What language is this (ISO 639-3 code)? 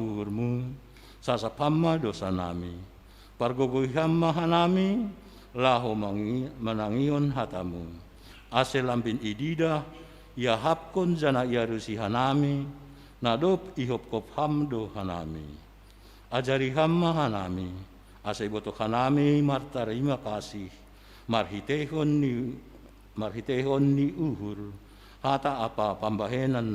bts